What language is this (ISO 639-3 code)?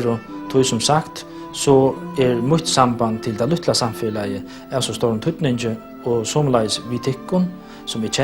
fao